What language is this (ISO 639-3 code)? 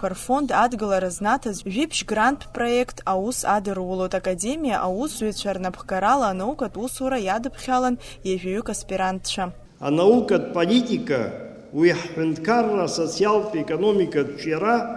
abk